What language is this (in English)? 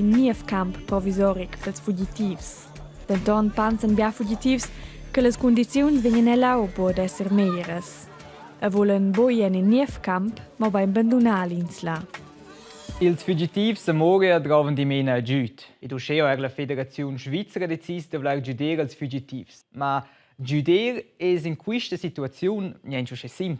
Romansh